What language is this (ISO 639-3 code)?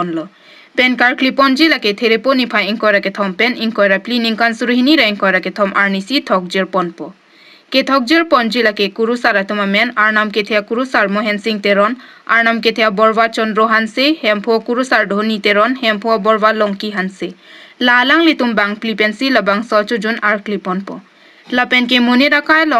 mjw